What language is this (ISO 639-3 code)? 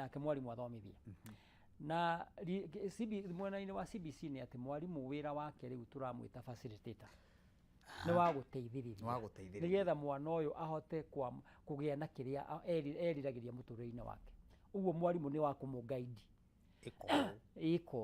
kik